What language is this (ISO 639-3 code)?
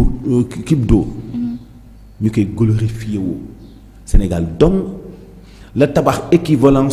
wol